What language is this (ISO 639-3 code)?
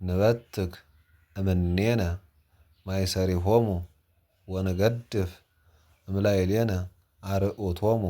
gez